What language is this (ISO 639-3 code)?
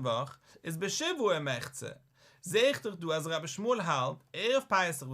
yid